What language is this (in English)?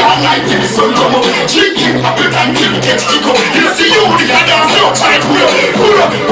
Jamaican Creole English